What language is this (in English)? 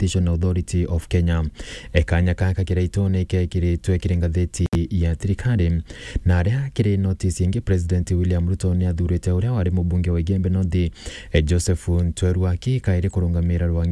Meru